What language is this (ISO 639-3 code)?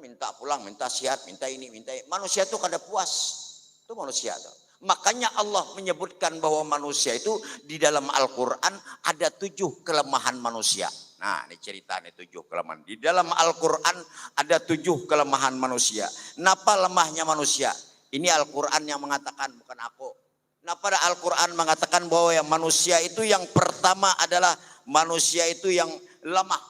bjn